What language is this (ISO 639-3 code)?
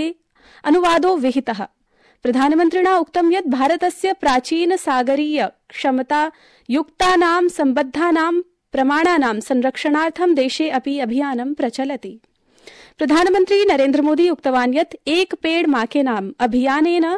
san